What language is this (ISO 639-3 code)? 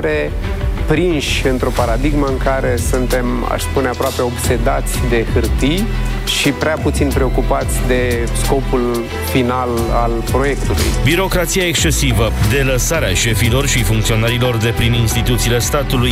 ron